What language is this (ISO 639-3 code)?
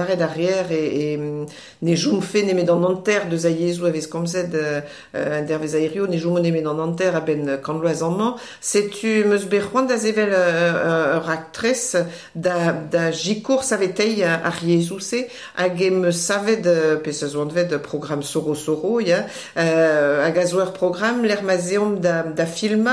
bre